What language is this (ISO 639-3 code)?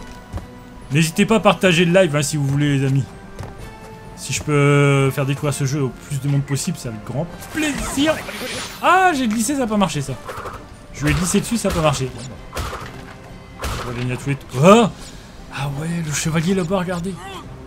fra